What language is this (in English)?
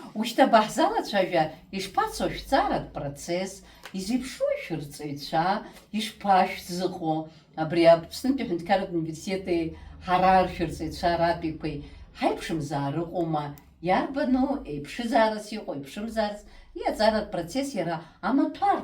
Abkhazian